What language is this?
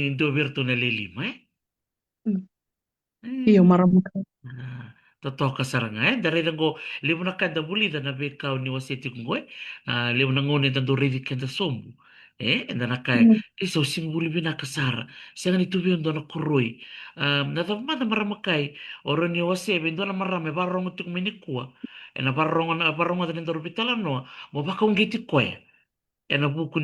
Fijian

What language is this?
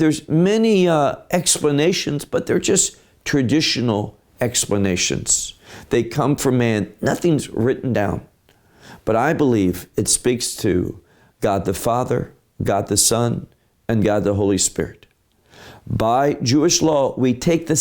English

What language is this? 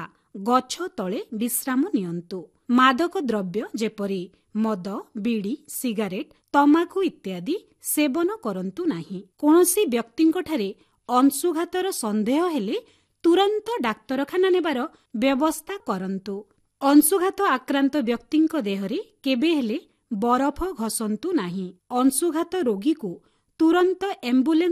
Odia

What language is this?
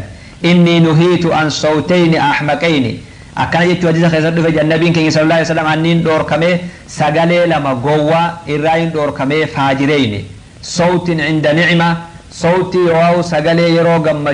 Oromo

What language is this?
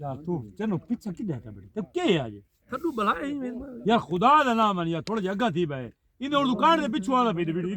Saraiki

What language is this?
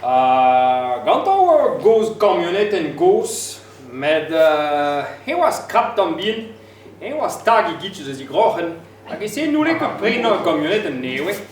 Breton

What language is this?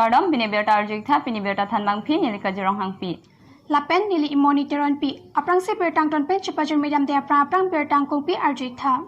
Karbi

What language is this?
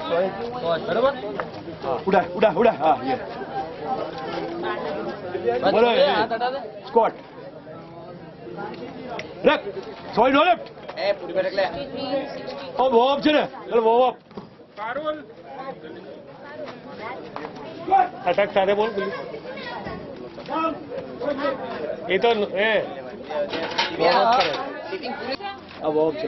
Gujarati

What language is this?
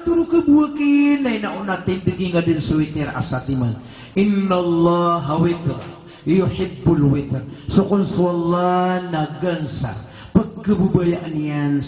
Maranao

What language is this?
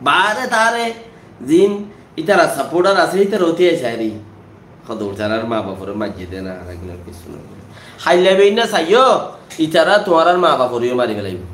Rohingya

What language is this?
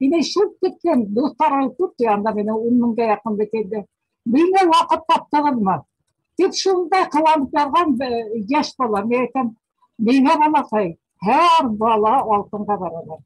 Bashkir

